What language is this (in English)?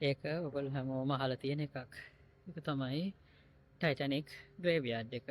Sinhala